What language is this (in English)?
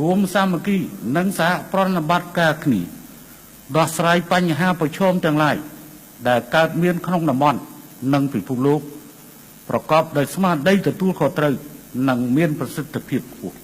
Khmer